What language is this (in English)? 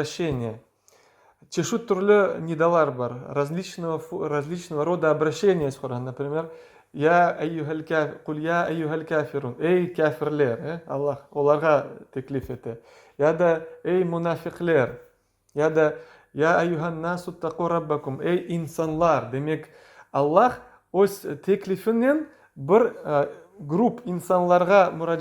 Crimean Tatar